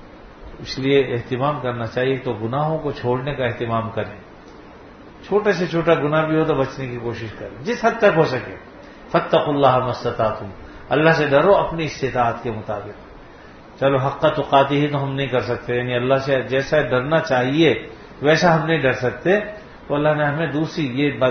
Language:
Urdu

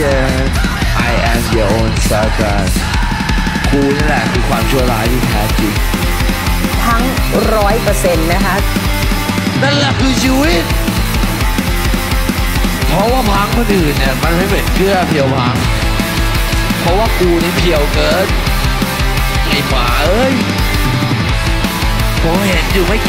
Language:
Thai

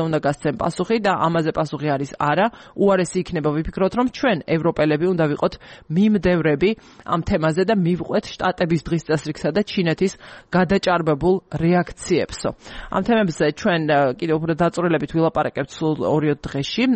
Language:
Georgian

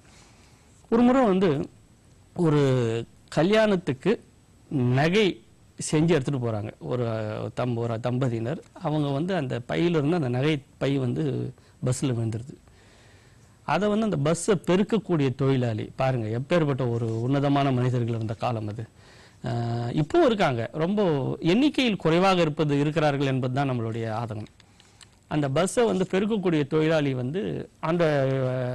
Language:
Tamil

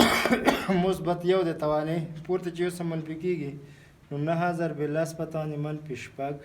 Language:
Pashto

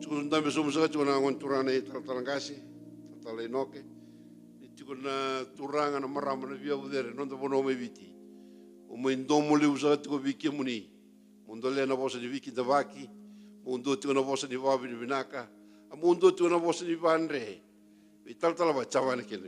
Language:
Fijian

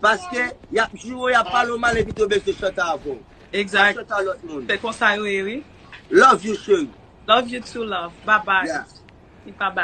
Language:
Haitian Creole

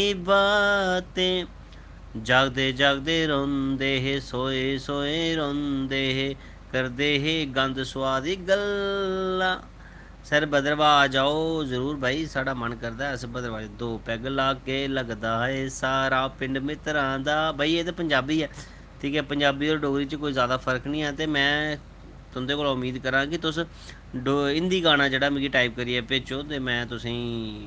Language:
Dogri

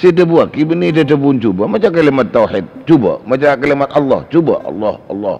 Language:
Madurese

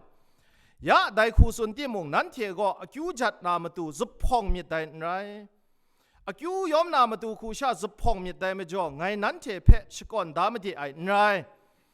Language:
Kachin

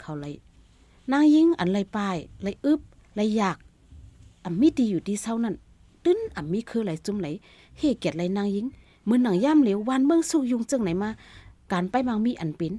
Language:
Shan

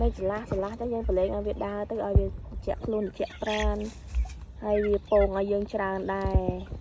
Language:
Khmer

